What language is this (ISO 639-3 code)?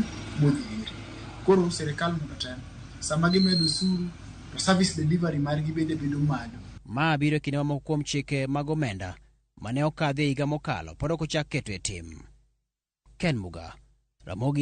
luo